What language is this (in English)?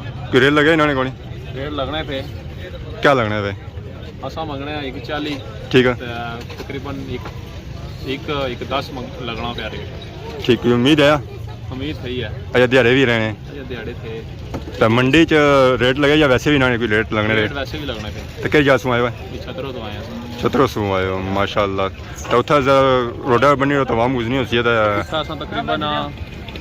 Pahari-Potwari